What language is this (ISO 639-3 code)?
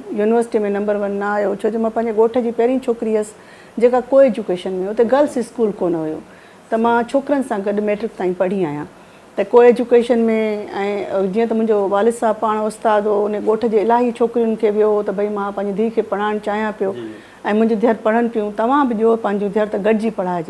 snd